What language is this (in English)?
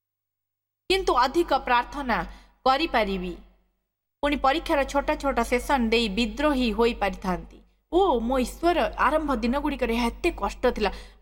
Odia